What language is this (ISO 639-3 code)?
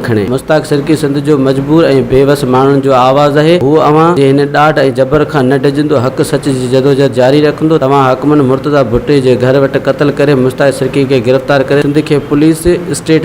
snd